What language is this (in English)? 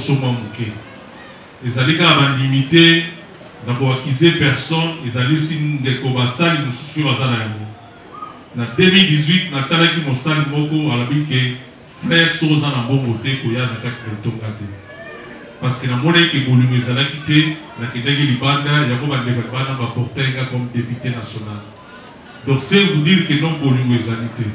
Lingala